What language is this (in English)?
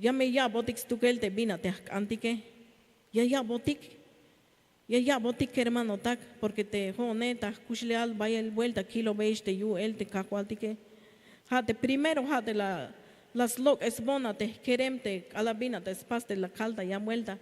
Tzeltal